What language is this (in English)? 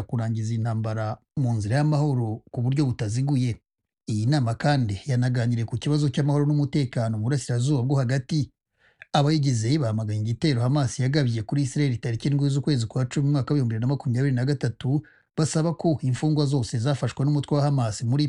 Kinyarwanda